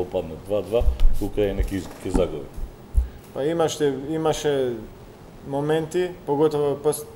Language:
Macedonian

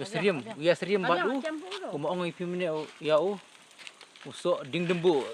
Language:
Khasi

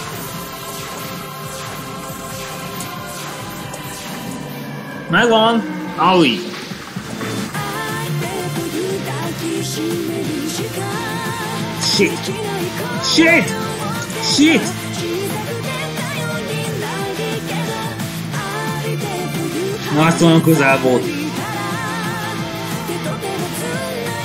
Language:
Hungarian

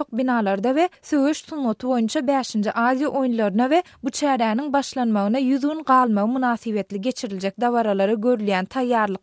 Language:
Turkmen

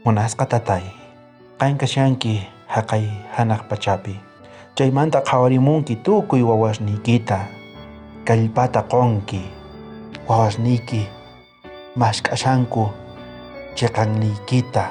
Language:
South Bolivian Quechua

